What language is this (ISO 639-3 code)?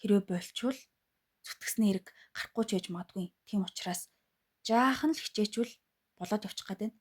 mon